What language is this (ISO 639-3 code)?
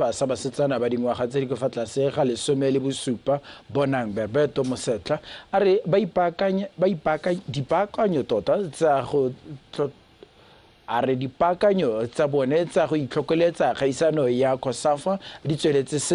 tsn